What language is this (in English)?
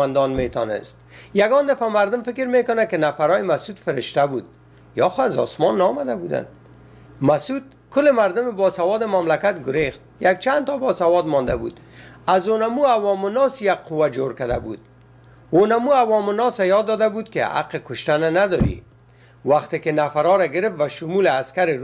Persian